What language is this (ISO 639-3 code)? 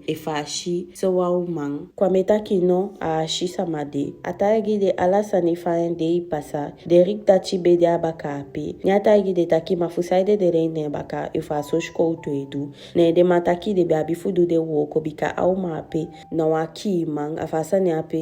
djk